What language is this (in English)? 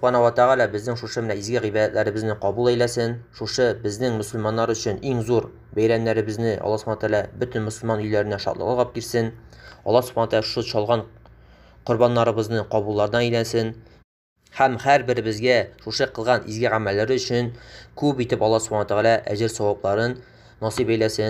Tatar